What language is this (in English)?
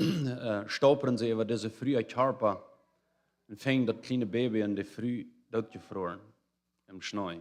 Plautdietsch